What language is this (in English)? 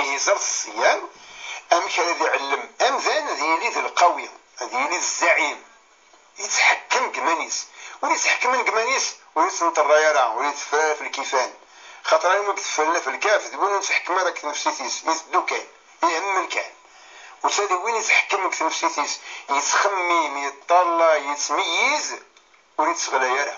Kabyle